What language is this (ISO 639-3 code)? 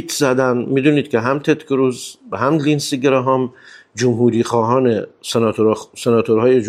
fas